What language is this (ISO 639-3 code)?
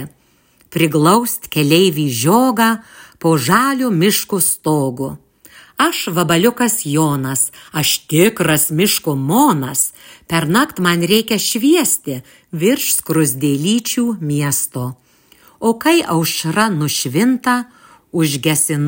lit